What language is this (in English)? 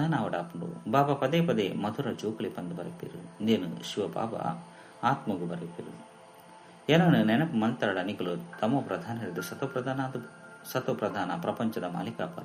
Tulu